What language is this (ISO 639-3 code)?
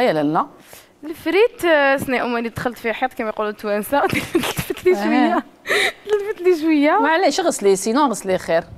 arq